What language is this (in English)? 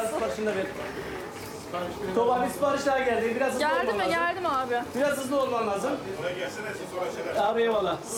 Turkish